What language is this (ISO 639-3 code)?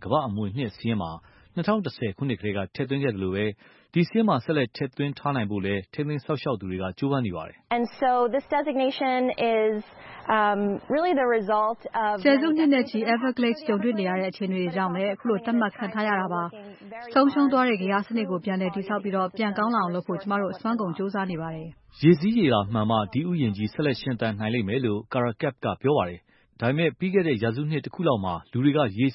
mya